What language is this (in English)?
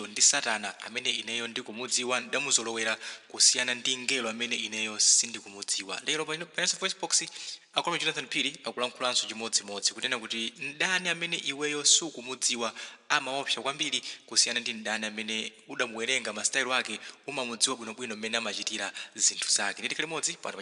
Nyanja